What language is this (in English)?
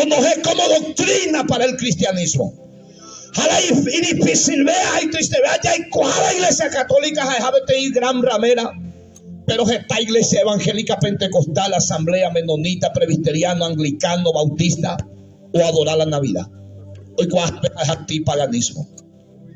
Guarani